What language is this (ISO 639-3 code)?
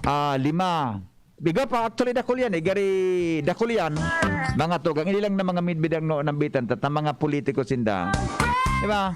bik